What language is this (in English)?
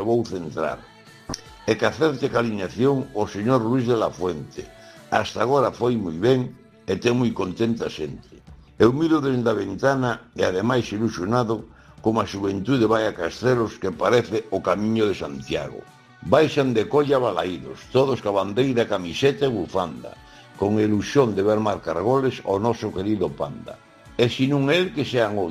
Galician